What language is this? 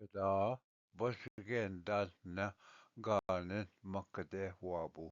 Ojibwa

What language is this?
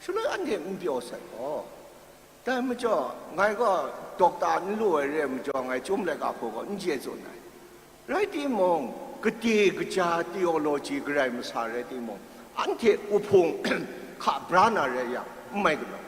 Kachin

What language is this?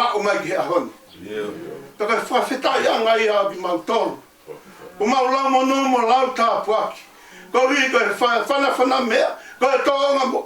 Tongan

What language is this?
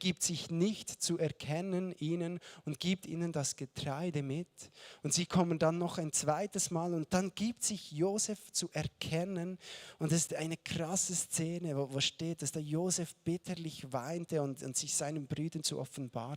Swiss German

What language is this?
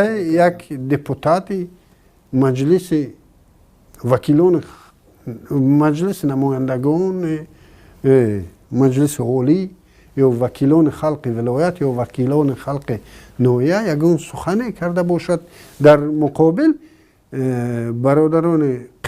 Tajik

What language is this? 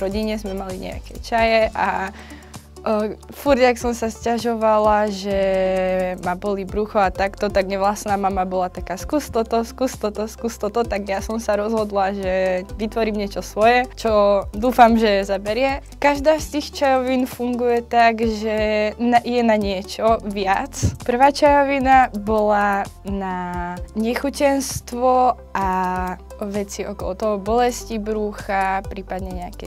Slovak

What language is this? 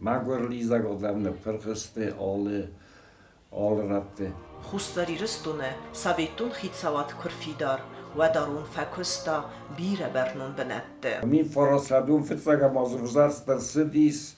Ossetic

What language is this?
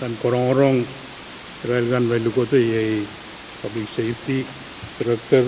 Pohnpeian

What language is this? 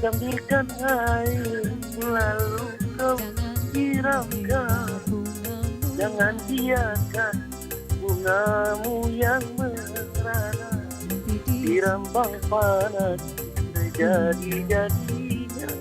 Musi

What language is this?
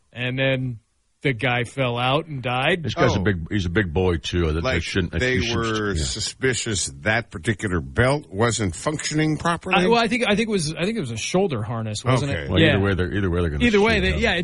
English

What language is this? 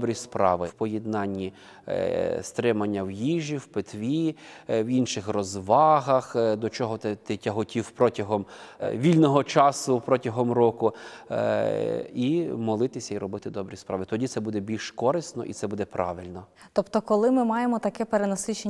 Ukrainian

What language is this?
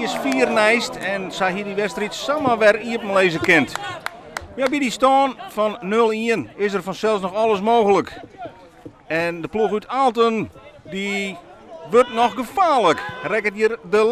Western Frisian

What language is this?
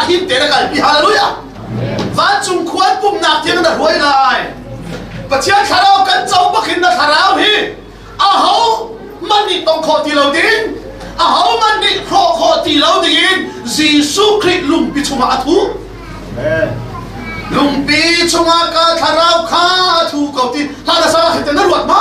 Hakha Chin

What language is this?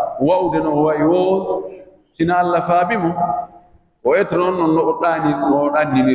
Pular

